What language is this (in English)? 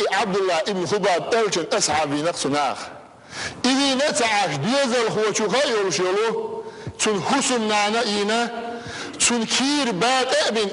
Chechen